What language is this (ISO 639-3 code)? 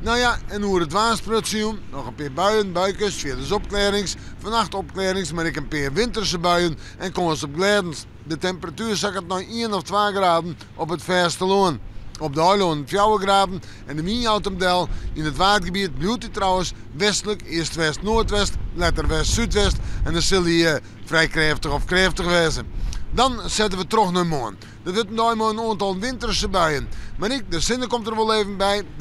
fry